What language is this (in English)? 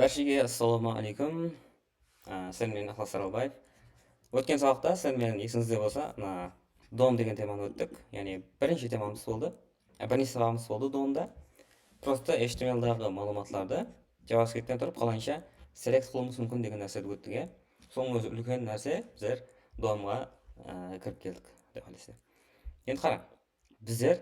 Kara-Kalpak